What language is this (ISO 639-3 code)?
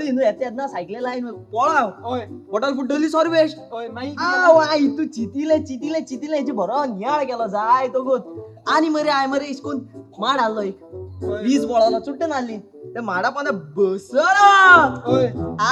kok